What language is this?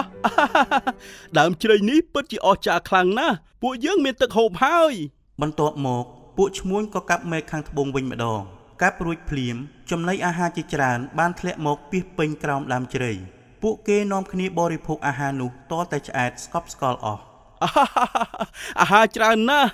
Khmer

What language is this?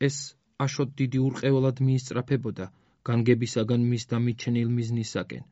Georgian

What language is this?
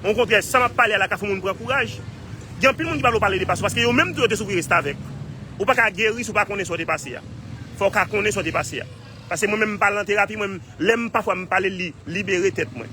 Haitian Creole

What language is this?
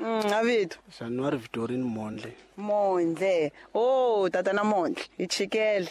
Tsonga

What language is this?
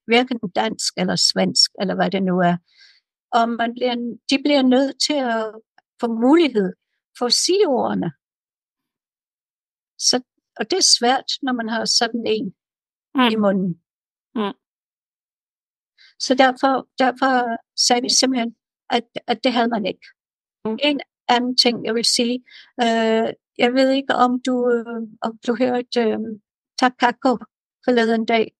Danish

